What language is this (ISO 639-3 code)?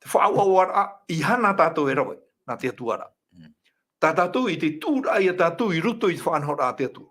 tah